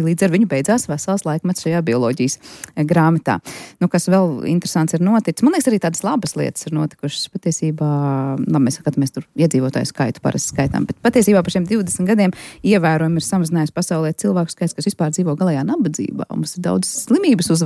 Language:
Latvian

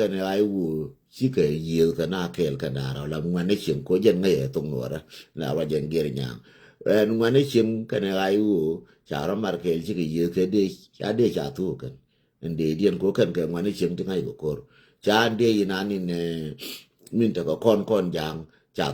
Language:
Nuer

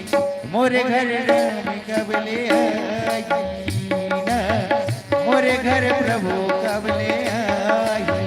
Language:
Chhattisgarhi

